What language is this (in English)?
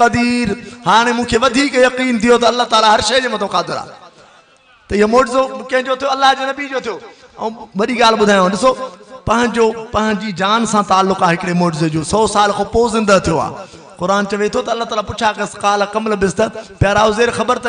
Sindhi